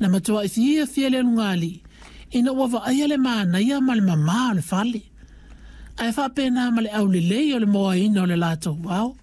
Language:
Samoan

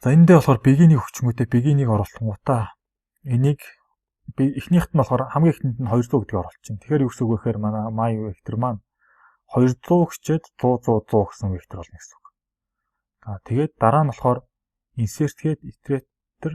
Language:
Mongolian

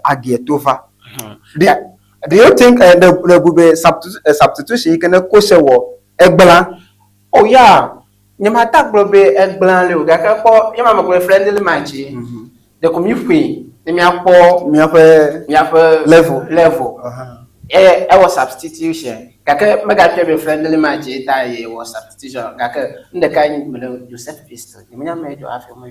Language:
Ewe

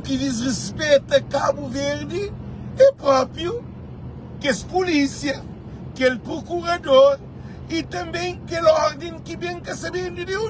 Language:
Kabuverdianu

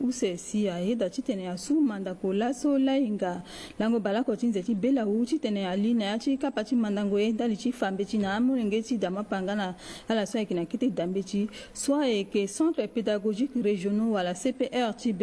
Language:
Sango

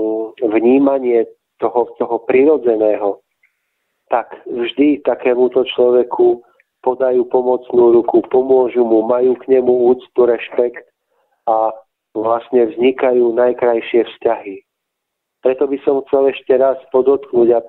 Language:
Slovak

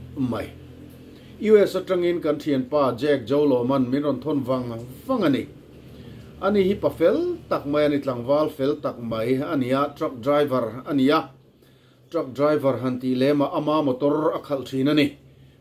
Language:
Mizo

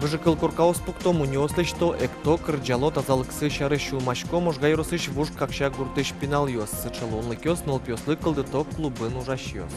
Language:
Udmurt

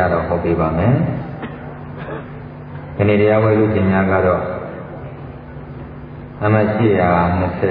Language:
Burmese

